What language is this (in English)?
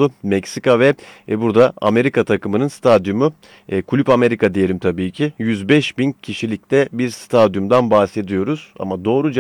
Turkish